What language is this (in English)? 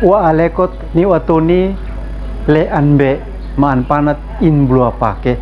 Uab Meto